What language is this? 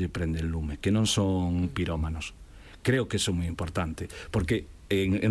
Galician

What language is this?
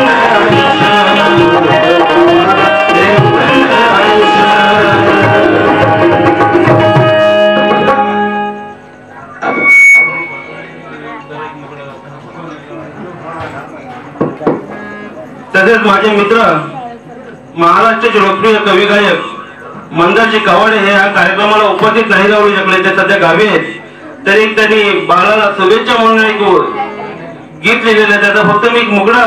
Marathi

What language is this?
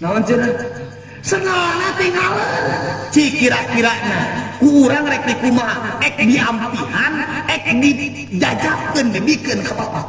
Sundanese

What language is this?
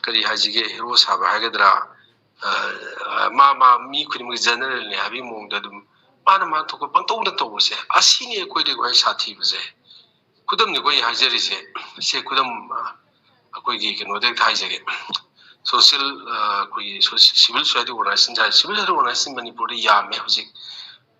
Manipuri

